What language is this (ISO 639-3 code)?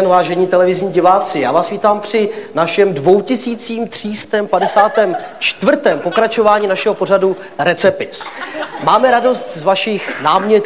ces